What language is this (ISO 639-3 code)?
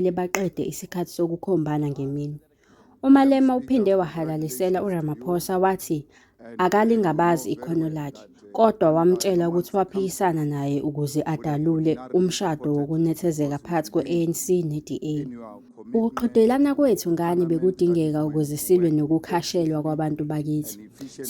zul